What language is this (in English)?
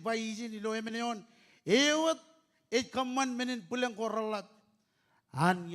Marshallese